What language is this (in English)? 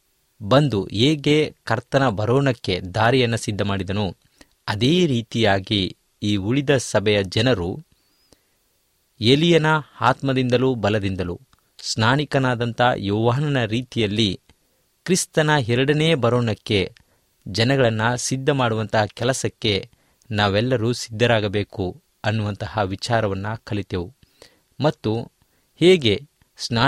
Kannada